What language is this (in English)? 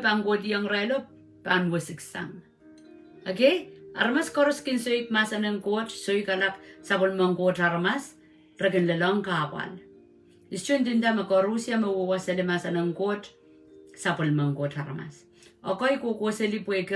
Pohnpeian